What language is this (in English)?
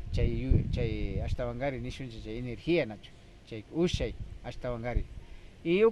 Imbabura Highland Quichua